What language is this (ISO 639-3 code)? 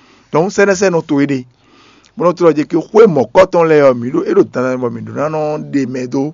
fon